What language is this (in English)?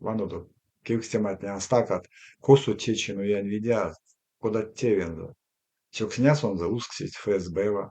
Erzya